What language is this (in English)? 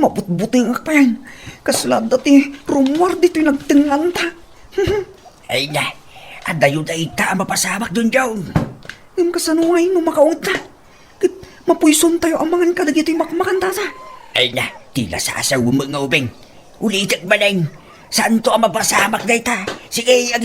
Iloko